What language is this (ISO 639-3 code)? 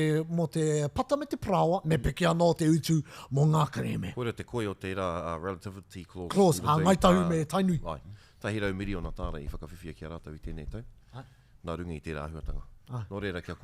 mri